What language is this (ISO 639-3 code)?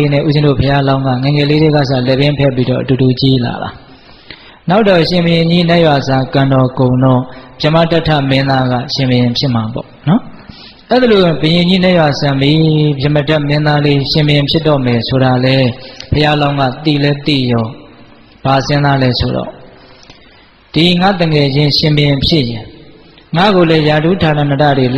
mya